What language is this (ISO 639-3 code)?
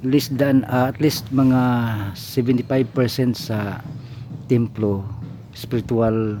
ceb